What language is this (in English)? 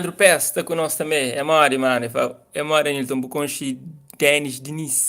Kabuverdianu